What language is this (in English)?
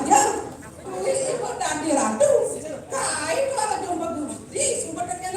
Balinese